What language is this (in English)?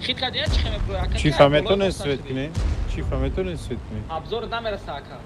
Tajik